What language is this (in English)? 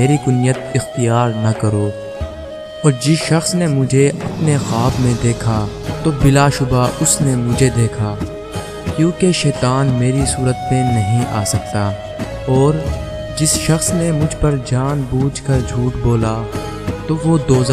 Urdu